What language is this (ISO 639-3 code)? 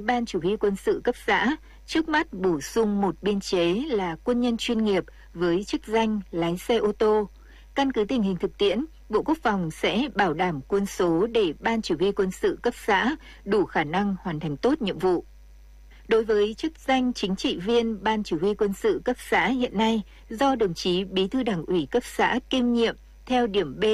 vie